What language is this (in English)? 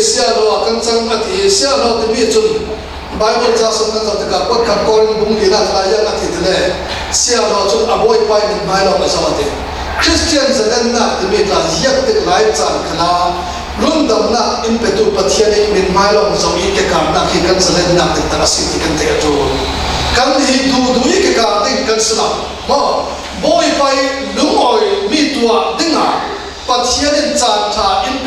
Falam Chin